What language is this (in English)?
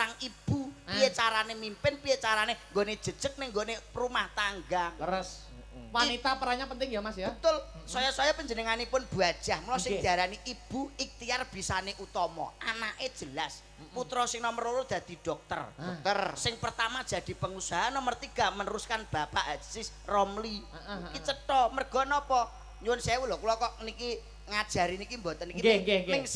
Javanese